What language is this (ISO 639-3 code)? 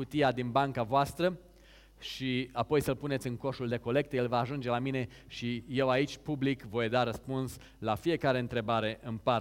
ron